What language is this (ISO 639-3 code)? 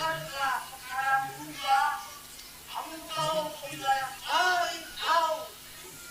bew